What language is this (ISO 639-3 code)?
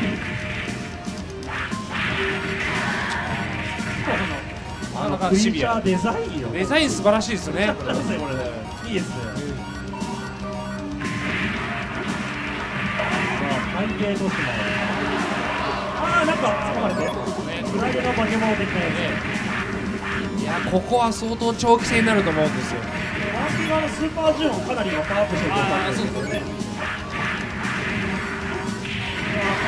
jpn